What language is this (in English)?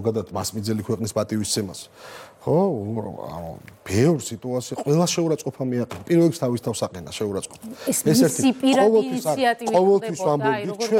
Georgian